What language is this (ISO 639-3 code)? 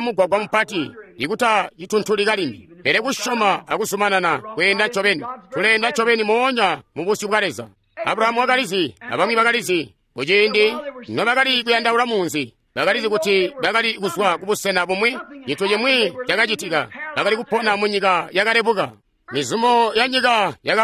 toi